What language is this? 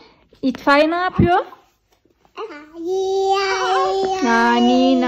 Turkish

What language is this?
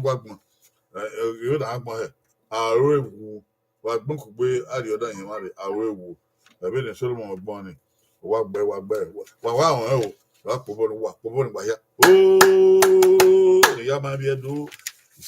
Bini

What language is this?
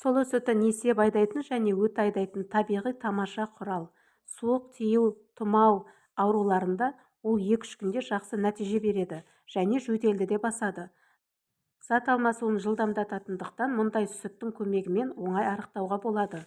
Kazakh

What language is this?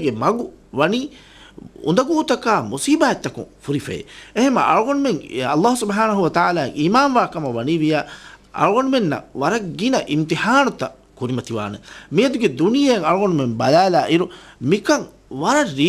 Divehi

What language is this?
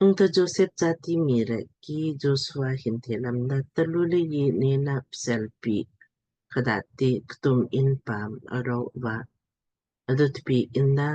Lamkang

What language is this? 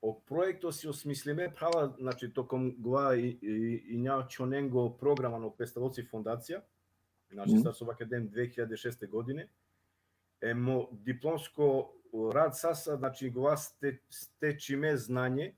Balkan Romani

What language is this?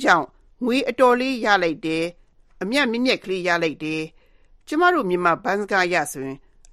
Burmese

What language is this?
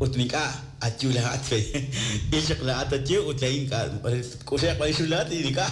Kekchí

